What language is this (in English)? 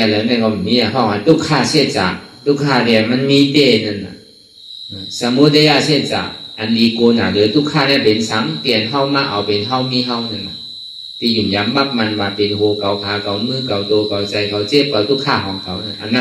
Shan